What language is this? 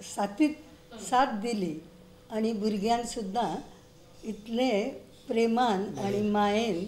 Konkani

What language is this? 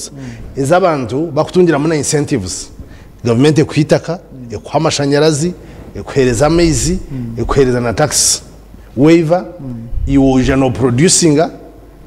Nyankole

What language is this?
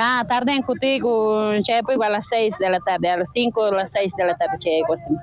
South Bolivian Quechua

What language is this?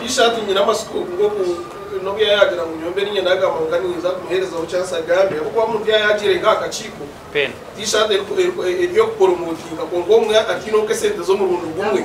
Nyankole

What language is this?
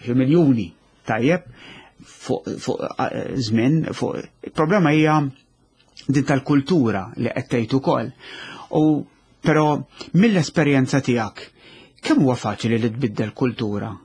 Maltese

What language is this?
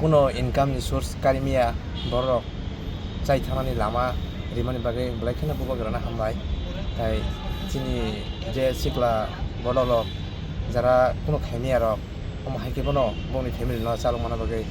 Kok Borok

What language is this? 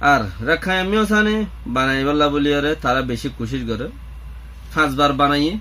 Rohingya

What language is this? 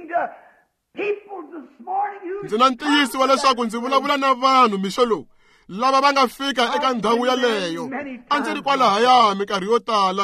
Tsonga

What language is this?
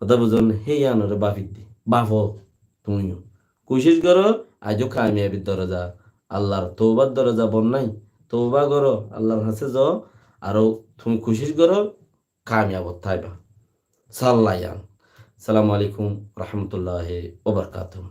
Rohingya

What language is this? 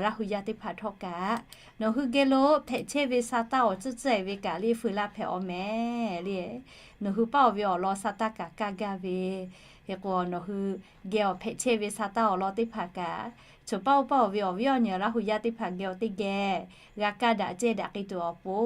Lahu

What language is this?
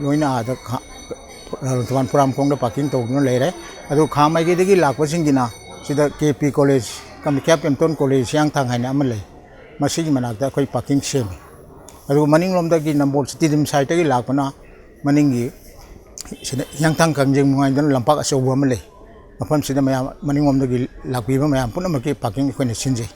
Manipuri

